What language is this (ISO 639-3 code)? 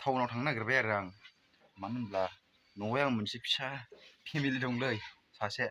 brx